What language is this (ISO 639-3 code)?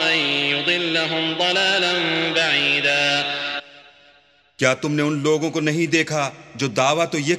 urd